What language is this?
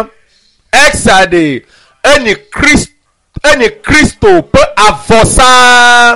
Ewe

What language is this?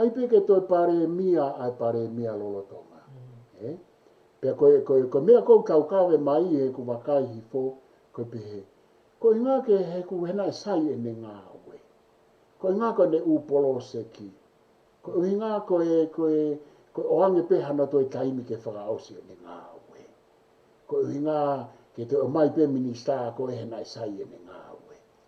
Tongan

